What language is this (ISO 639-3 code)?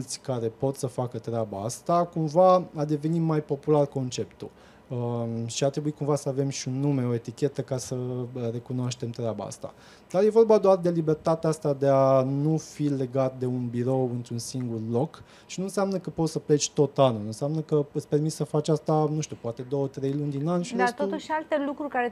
ron